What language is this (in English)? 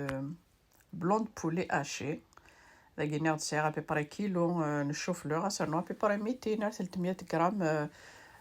Kabyle